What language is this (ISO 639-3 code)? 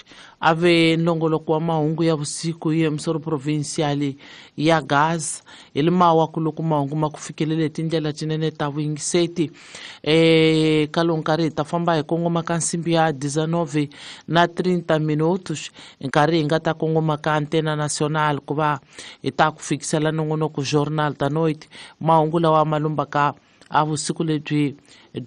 tso